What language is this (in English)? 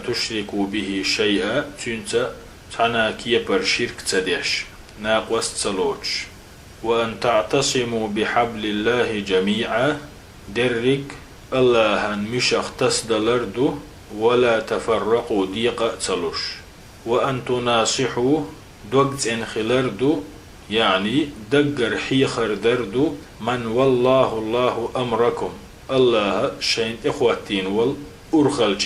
Chechen